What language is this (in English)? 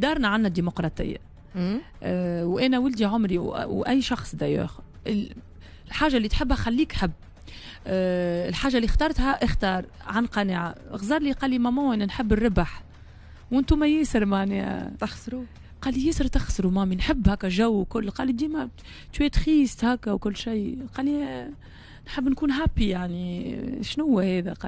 Tunisian Arabic